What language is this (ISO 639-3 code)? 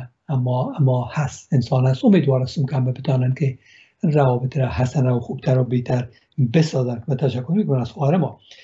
fas